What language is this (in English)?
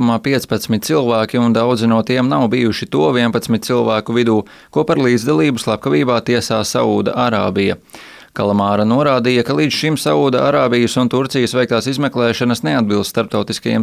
Latvian